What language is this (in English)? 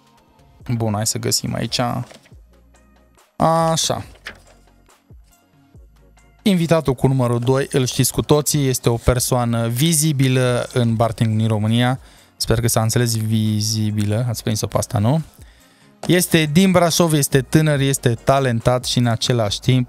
Romanian